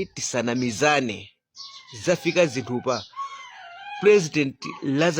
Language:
Nyanja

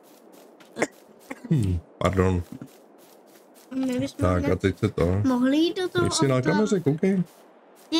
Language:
Czech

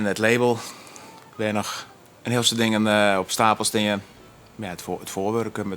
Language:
Western Frisian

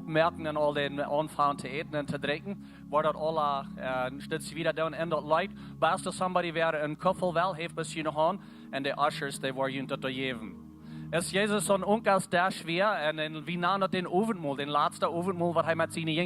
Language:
Plautdietsch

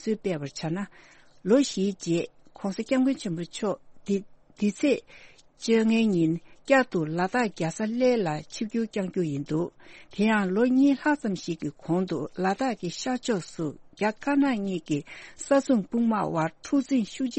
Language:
Tibetan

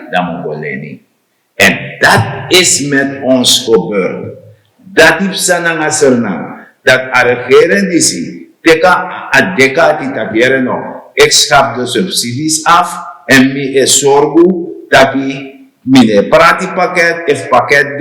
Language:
Sranan Tongo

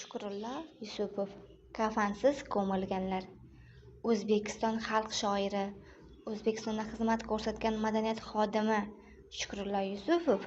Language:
Uzbek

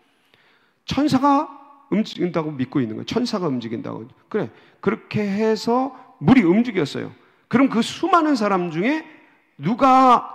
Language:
Korean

